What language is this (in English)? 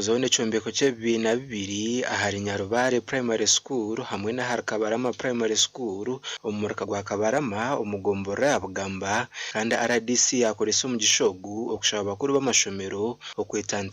Nyankole